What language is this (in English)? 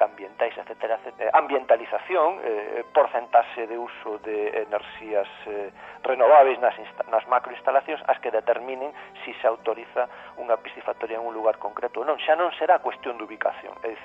Galician